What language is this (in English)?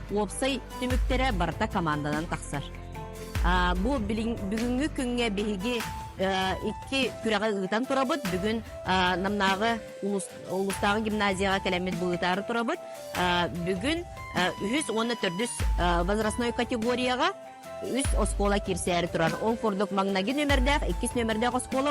Yakut